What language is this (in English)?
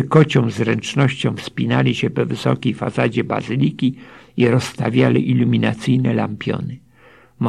Polish